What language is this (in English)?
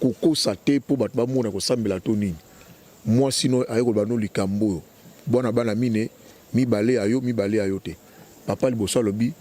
Lingala